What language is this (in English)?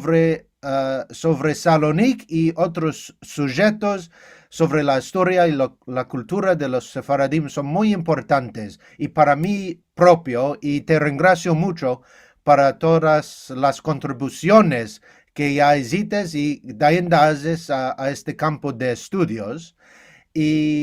Ladino